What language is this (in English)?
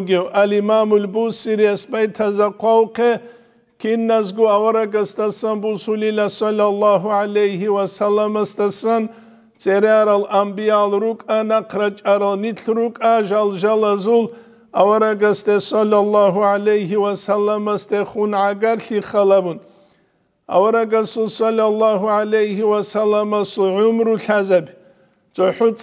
Avaric